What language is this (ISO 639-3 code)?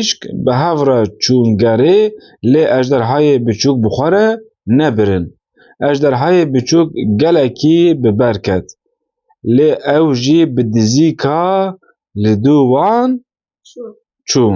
kur